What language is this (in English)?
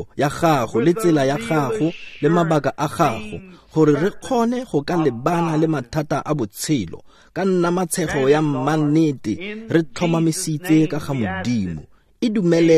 Tswana